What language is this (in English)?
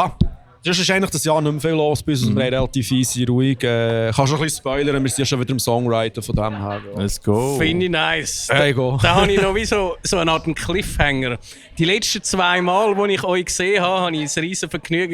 Swiss German